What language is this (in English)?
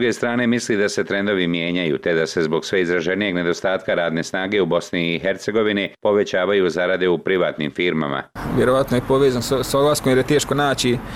Bosnian